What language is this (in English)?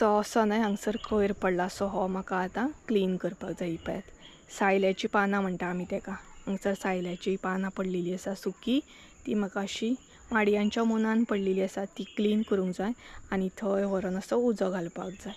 Konkani